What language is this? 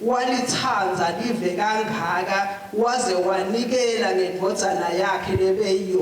Swati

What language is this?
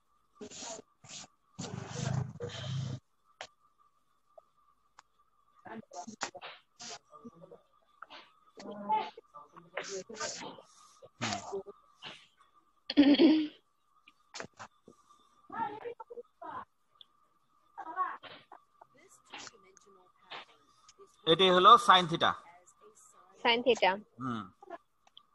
Bangla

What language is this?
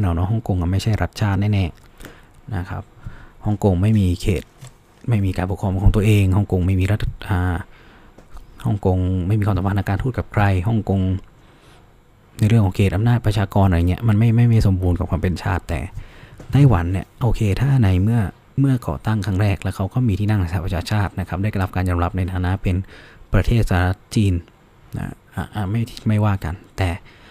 Thai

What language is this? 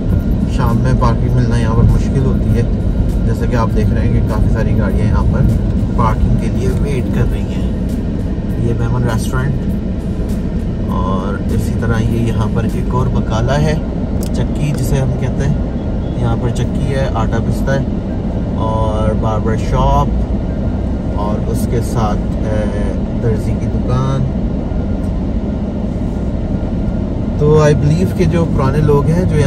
Hindi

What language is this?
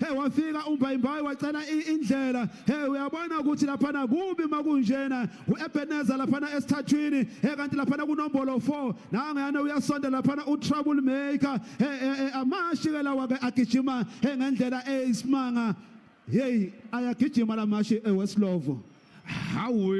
Zulu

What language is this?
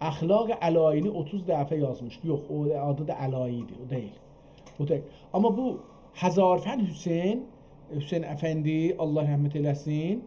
South Azerbaijani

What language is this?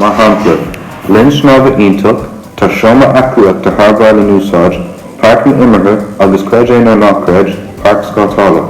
Irish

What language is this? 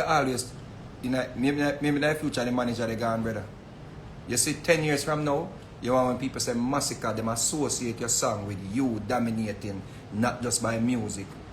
Jamaican Creole English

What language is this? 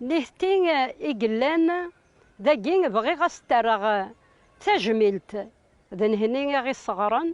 Kabyle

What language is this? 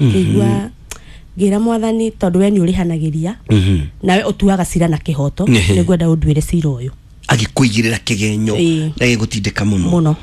Kikuyu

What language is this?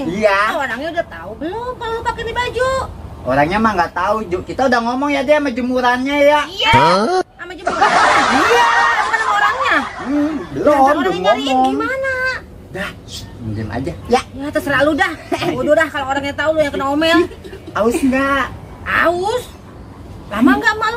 Betawi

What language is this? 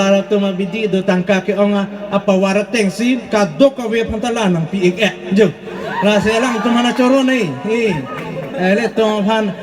Karbi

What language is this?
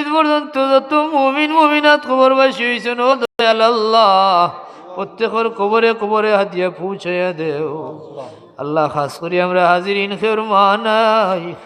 Sylheti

